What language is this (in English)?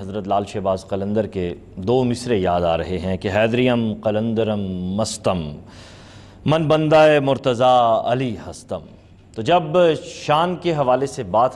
Urdu